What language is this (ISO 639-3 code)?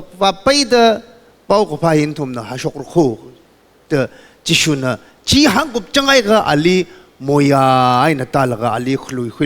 nmf